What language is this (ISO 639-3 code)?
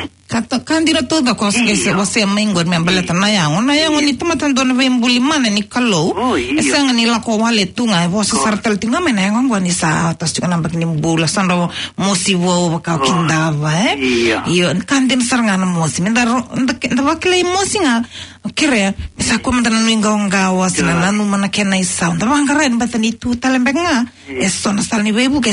fij